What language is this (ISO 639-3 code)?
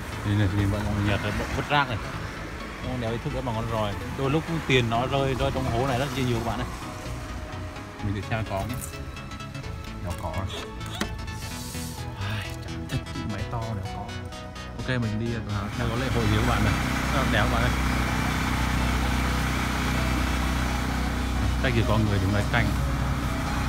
vie